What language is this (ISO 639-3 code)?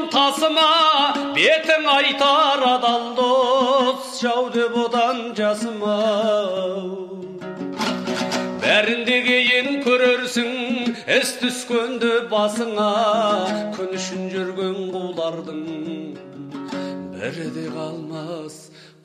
kaz